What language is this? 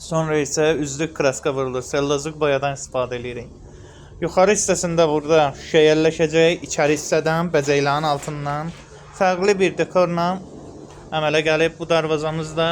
Azerbaijani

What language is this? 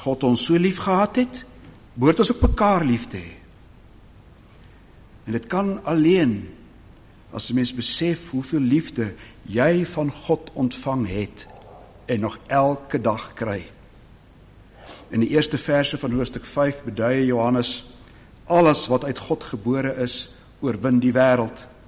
Afrikaans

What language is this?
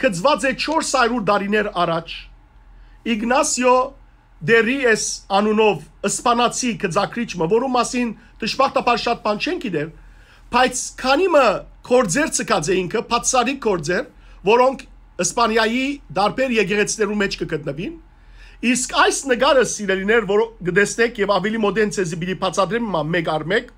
Western Armenian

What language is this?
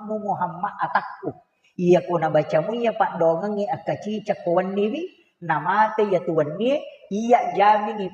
Buginese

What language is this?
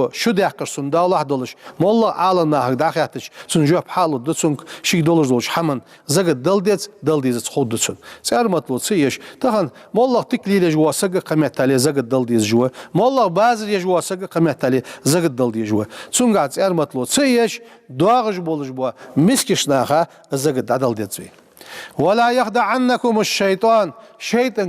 Ingush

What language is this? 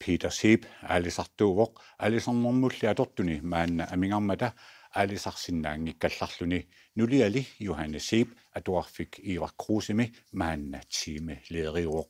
Kalaallisut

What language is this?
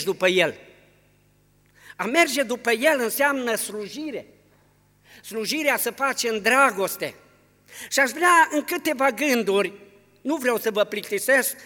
Romanian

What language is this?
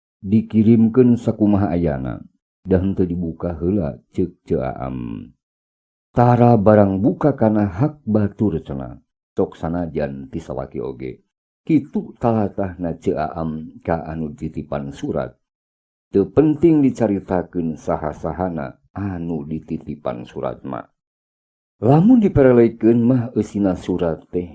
Sundanese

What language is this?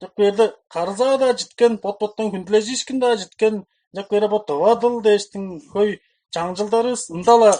Tuvinian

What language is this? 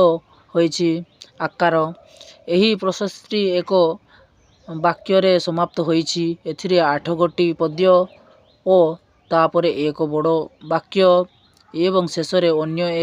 Odia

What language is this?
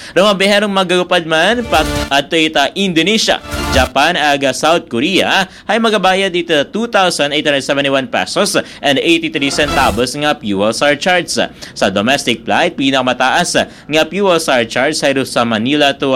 Aklanon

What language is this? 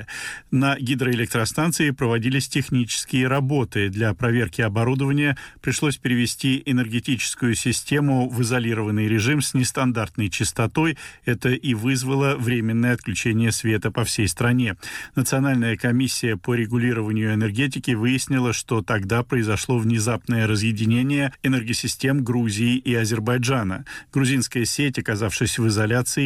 Russian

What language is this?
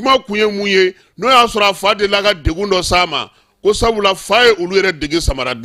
Bambara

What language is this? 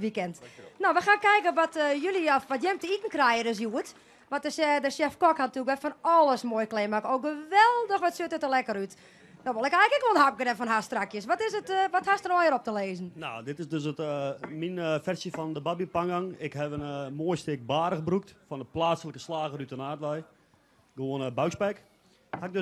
Western Frisian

